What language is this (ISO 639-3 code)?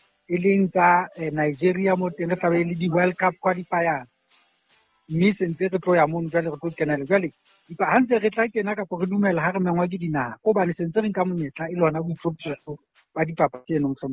sot